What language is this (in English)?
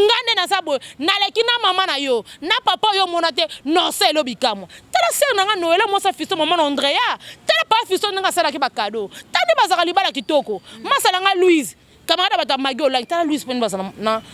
Lingala